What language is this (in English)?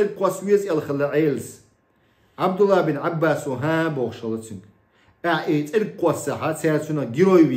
Chechen